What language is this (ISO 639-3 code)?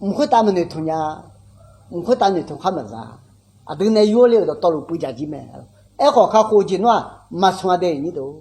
ahk